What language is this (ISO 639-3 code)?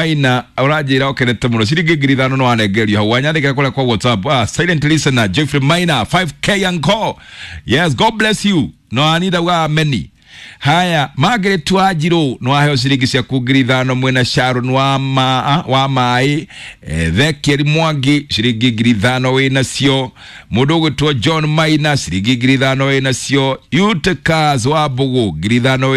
kik